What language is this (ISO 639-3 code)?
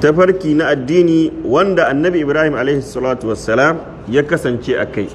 hau